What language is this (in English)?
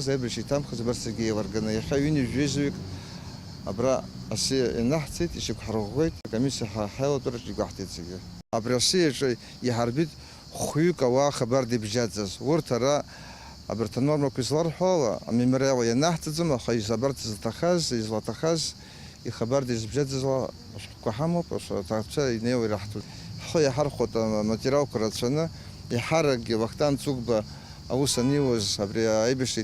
Abkhazian